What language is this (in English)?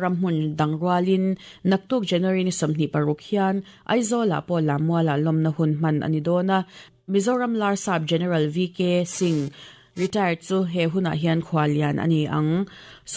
Mizo